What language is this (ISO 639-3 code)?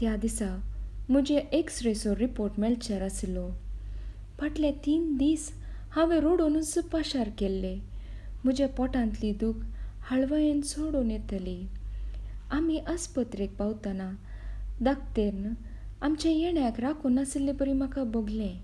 kok